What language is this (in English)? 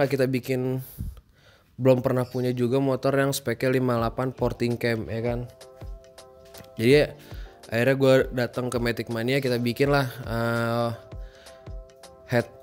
Indonesian